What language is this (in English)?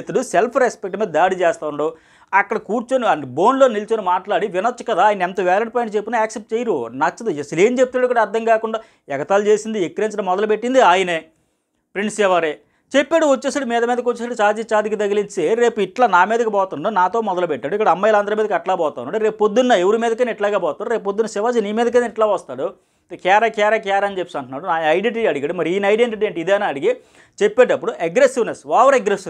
Telugu